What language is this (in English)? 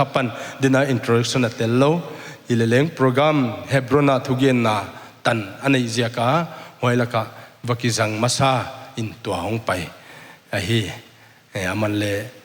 Paite Chin